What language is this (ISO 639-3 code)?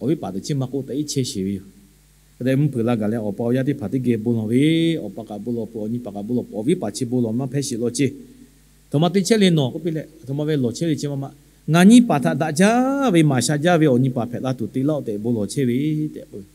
lhu